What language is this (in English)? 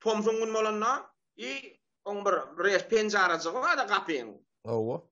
Turkmen